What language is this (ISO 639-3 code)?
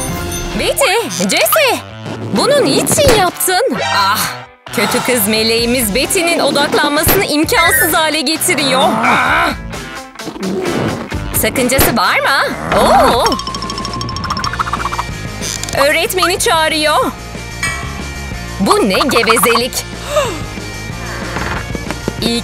tur